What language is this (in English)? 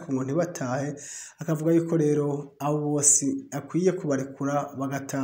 Rundi